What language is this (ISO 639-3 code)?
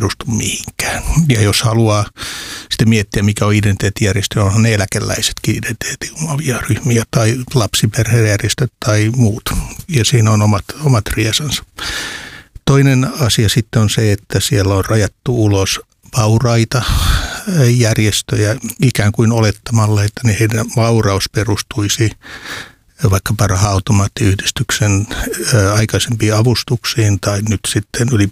fin